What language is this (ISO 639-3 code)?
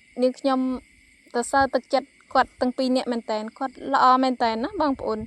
khm